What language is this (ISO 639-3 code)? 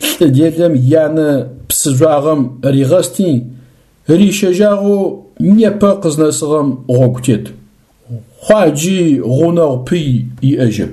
ady